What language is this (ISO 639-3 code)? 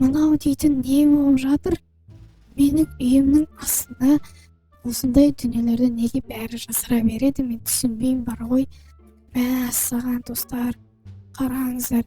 kaz